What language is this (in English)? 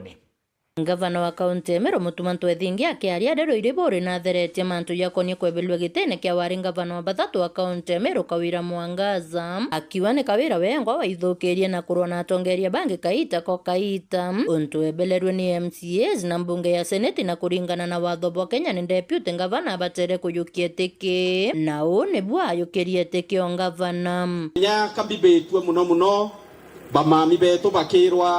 Meru